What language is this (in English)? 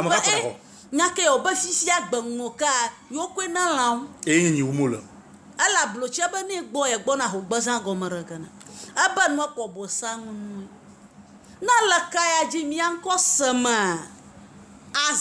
Ewe